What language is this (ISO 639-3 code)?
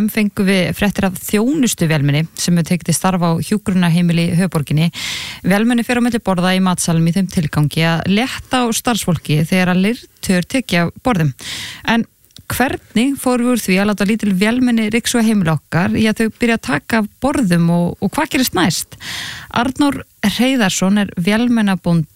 isl